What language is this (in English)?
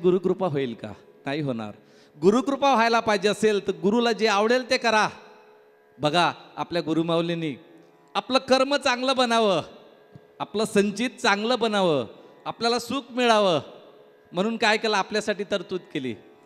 Marathi